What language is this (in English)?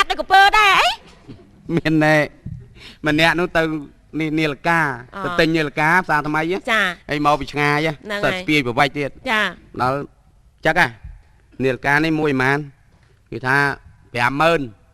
Khmer